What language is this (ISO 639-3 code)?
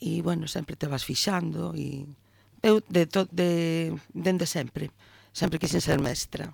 glg